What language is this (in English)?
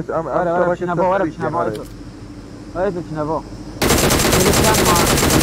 Kurdish